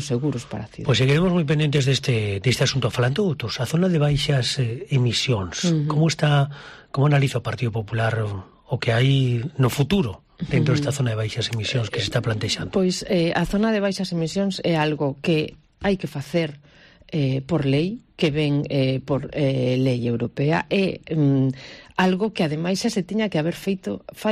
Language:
Galician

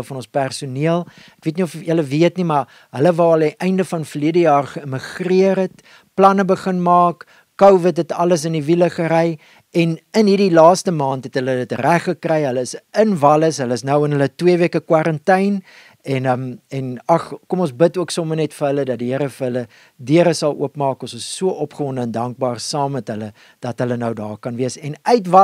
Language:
Afrikaans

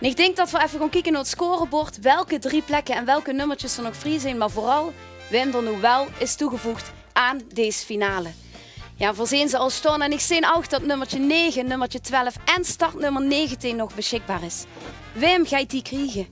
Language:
Limburgish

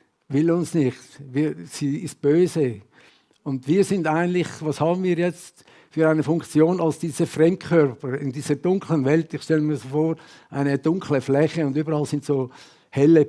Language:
Swiss German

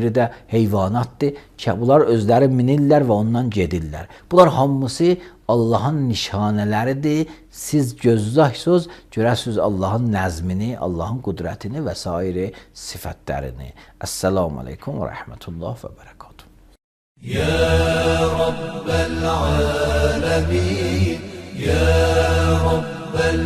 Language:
Azerbaijani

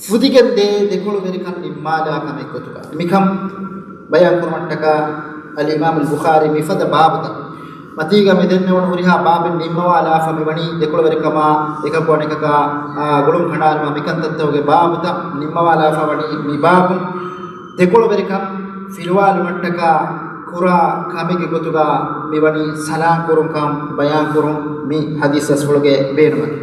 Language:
Divehi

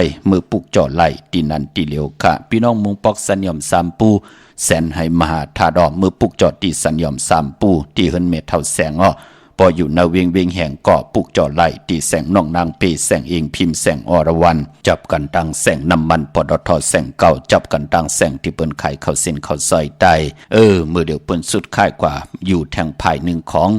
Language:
Shan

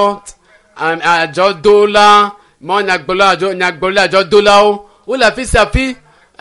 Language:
Ewe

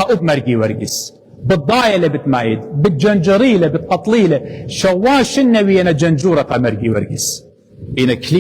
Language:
Assyrian Neo-Aramaic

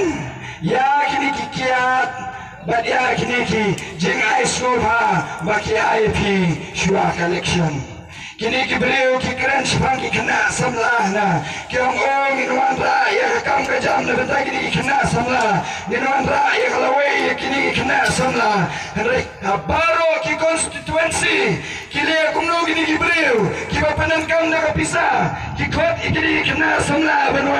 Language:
Khasi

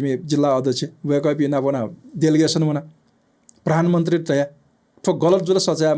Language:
Newari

